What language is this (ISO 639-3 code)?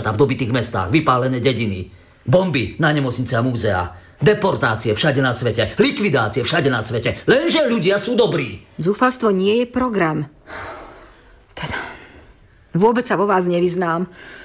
slk